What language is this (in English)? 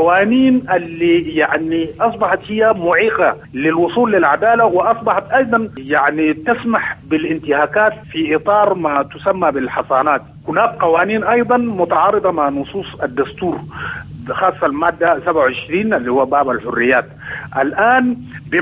Sudanese Arabic